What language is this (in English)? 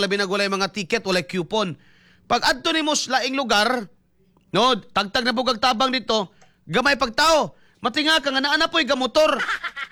Cebuano